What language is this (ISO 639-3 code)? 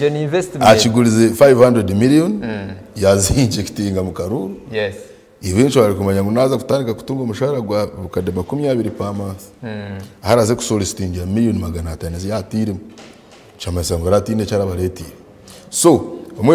nyn